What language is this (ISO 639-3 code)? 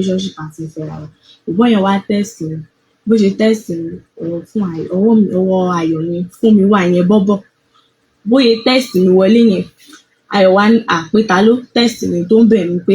yor